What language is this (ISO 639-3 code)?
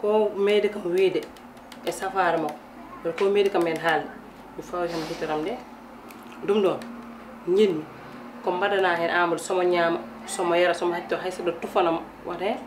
ful